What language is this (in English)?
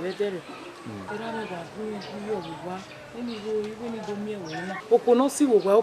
Bini